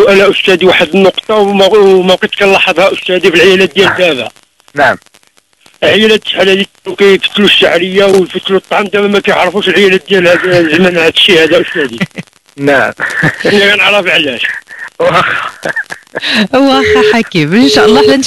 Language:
Moroccan Arabic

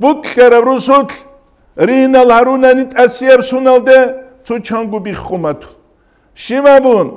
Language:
Avaric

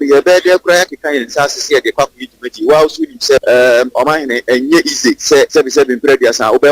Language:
Akan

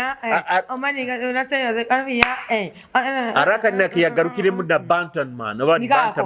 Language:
Nyoro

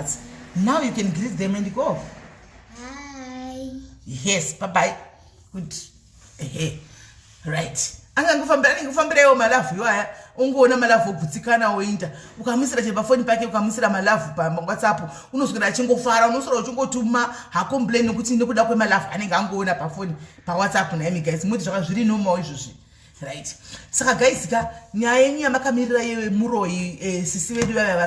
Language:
Shona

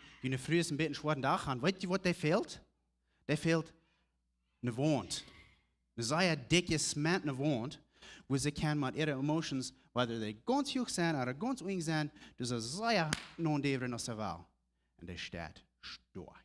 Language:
Plautdietsch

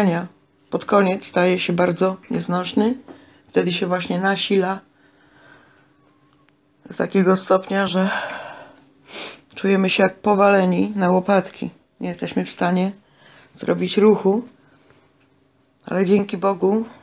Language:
Polish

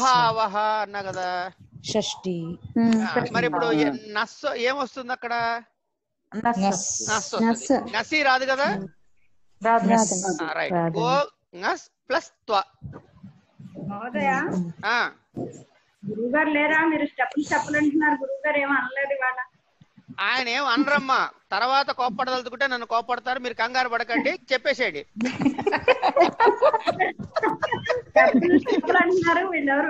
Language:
Telugu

